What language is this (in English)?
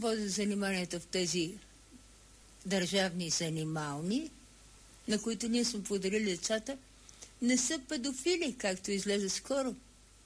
Bulgarian